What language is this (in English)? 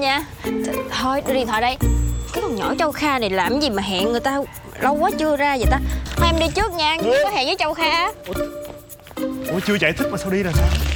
Vietnamese